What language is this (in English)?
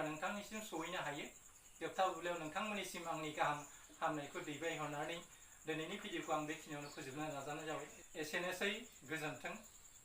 Bodo